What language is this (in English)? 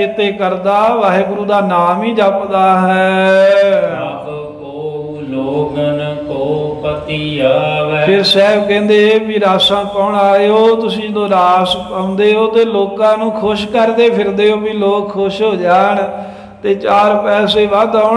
Punjabi